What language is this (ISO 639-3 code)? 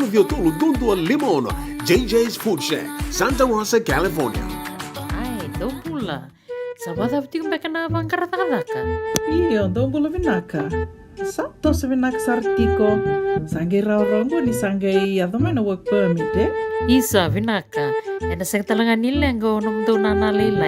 fij